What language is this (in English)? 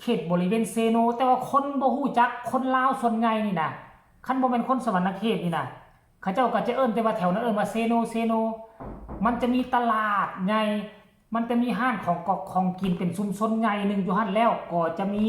Lao